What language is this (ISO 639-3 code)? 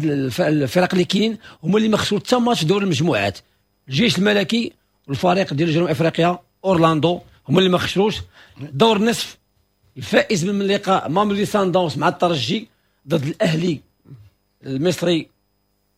ary